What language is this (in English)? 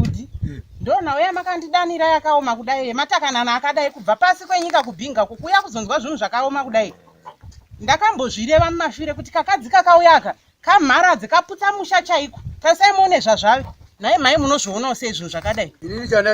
Shona